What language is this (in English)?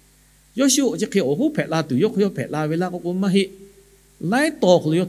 Lahu